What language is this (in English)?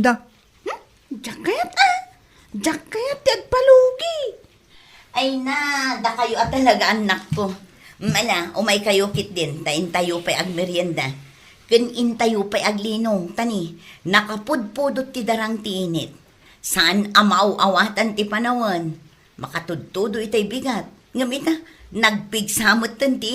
Iloko